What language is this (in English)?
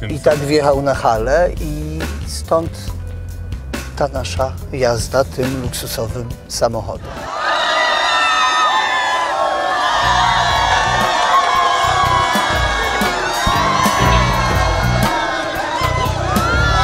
Polish